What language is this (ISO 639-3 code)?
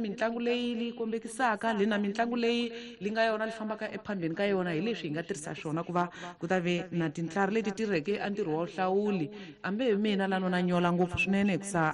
tso